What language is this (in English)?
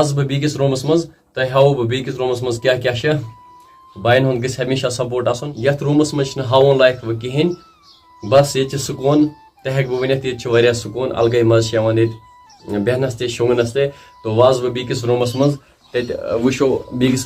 Kashmiri